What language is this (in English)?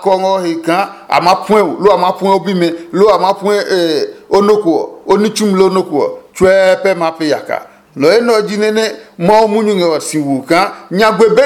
Adangme